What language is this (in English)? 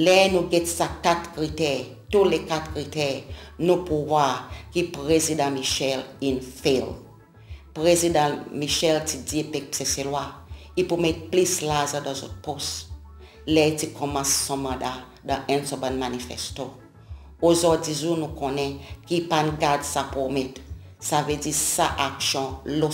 Seselwa Creole French